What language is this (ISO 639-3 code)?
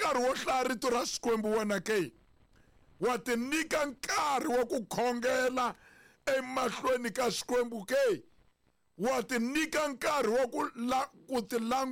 tso